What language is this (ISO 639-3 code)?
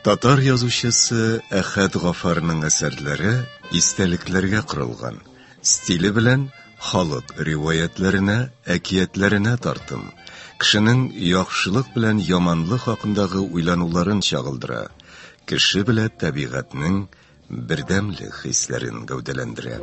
tat